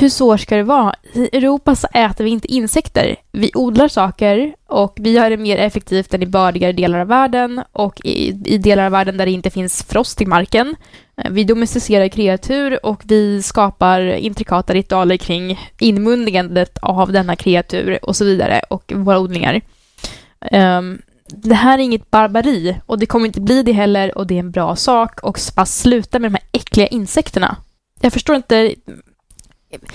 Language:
Swedish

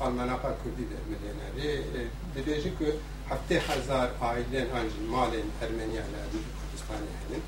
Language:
Kurdish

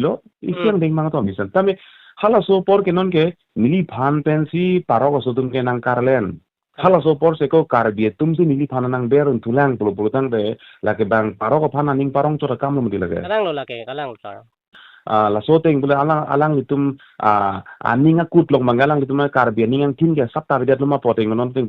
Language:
Karbi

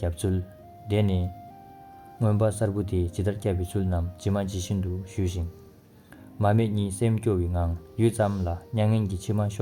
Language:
Tibetan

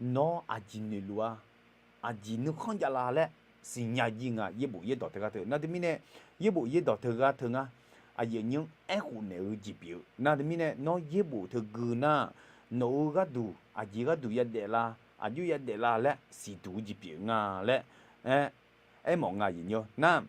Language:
Akha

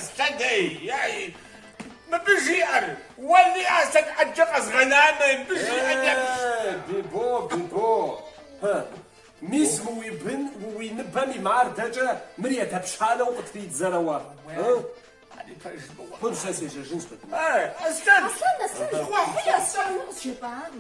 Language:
Kabardian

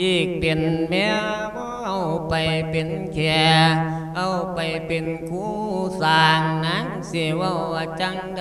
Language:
Lao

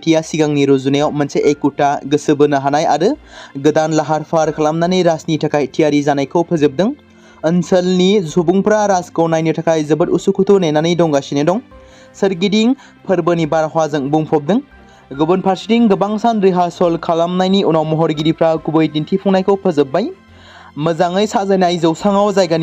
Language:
Bodo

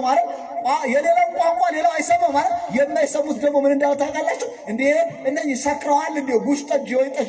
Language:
Amharic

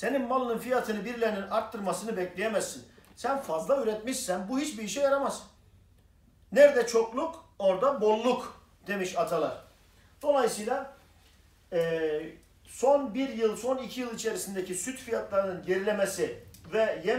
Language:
Turkish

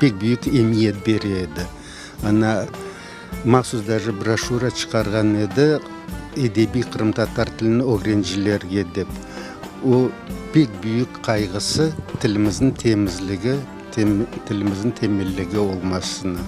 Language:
Crimean Tatar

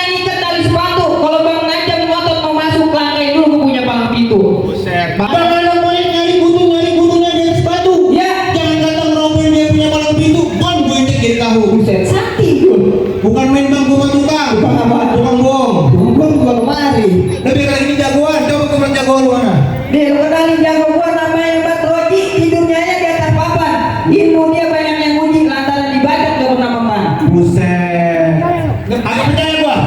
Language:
Betawi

